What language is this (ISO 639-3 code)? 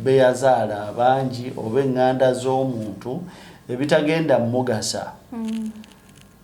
lug